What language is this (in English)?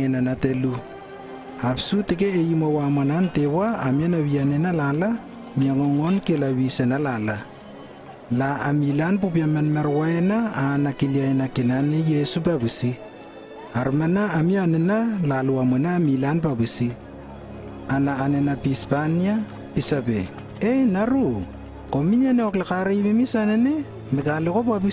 Lewo